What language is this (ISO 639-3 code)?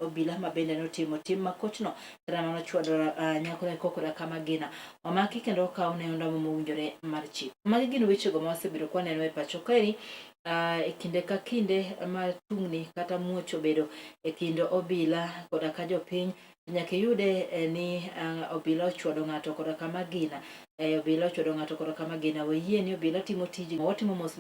luo